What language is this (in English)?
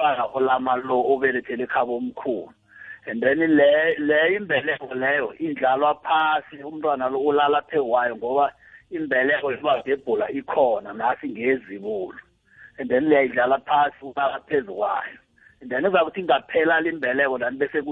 South Ndebele